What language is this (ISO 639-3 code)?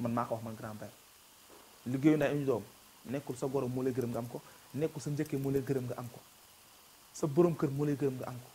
wol